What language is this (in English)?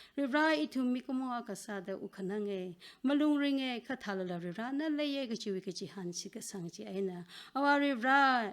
Tangkhul Naga (India)